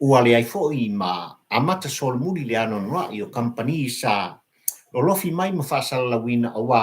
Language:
Samoan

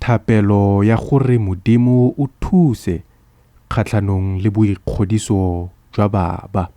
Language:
Tswana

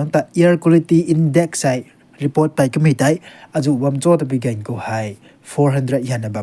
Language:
Rongmei Naga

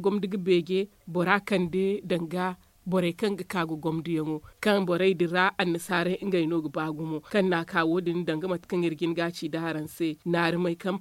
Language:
Zarma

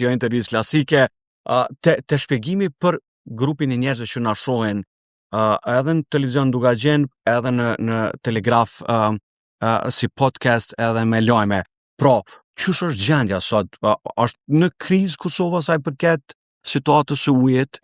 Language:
Albanian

